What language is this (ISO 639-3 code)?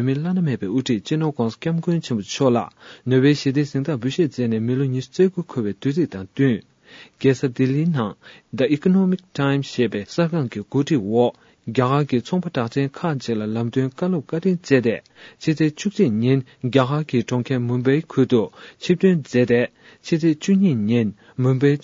bod